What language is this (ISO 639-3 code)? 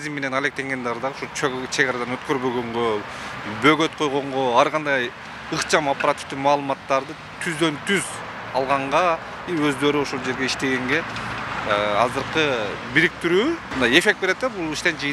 kir